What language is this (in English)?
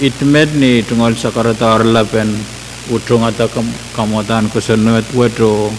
Pohnpeian